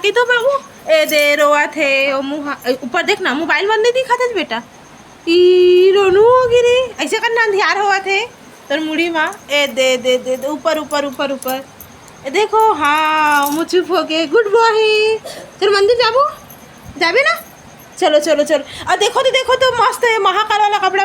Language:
Chhattisgarhi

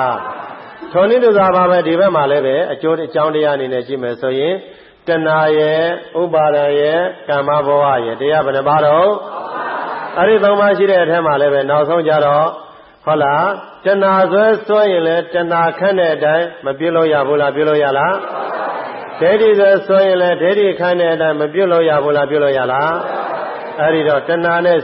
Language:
Burmese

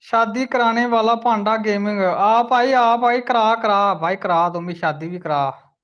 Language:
Dogri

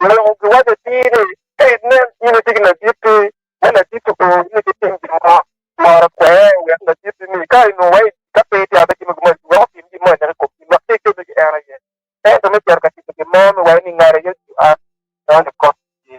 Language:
Acoli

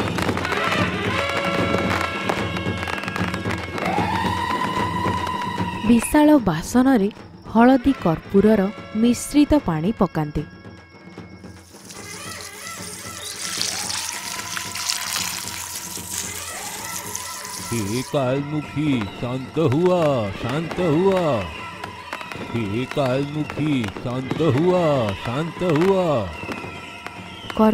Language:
Odia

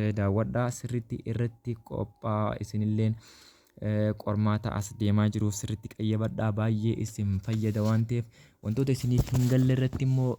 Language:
Oromo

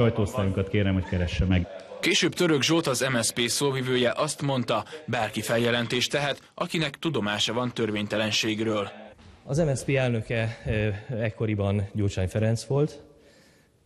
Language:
Hungarian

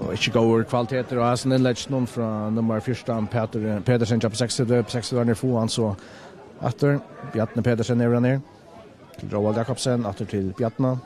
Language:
Faroese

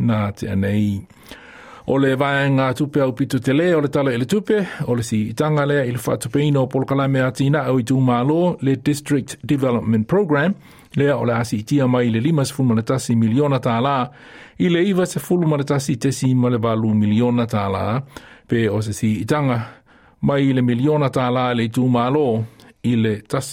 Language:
Samoan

